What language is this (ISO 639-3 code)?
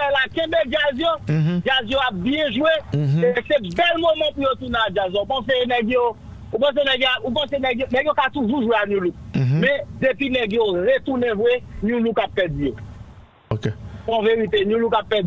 hat